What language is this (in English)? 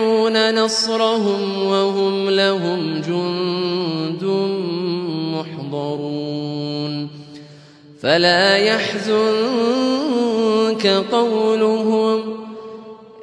Arabic